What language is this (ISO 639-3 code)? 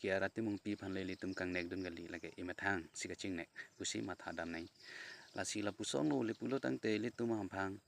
mjw